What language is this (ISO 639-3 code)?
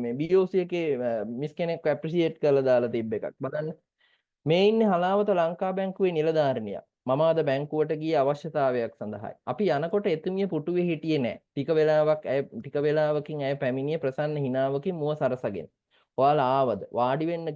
sin